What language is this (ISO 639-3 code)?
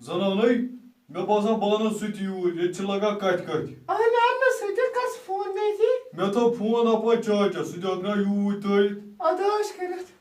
kas